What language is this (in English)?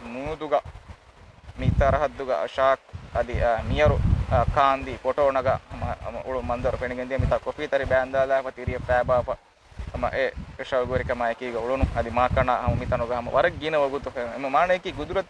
Divehi